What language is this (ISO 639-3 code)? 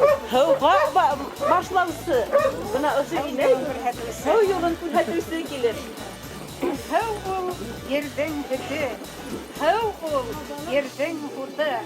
bak